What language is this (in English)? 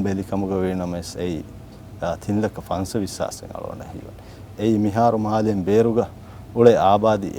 Divehi